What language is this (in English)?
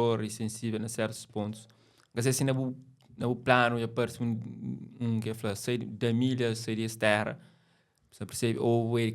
Kabuverdianu